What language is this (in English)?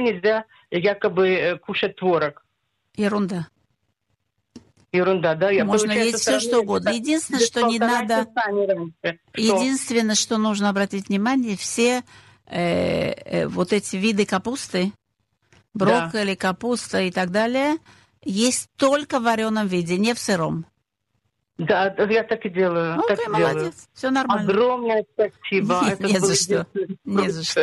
Russian